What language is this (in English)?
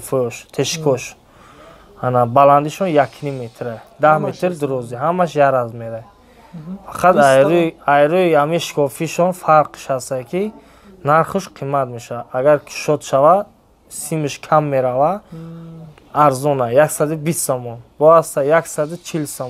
Tajik